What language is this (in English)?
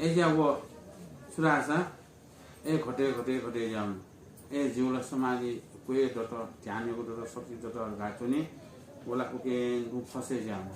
Newari